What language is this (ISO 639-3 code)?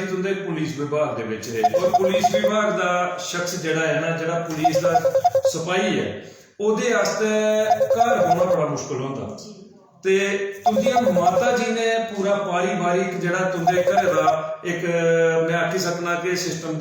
doi